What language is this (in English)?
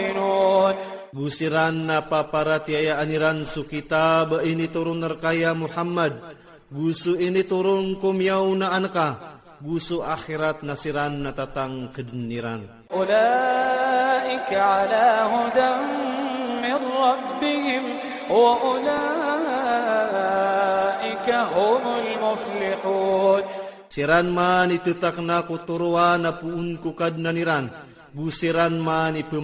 Iranun (Philippines)